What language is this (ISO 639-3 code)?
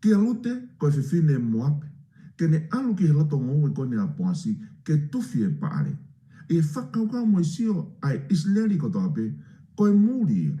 ton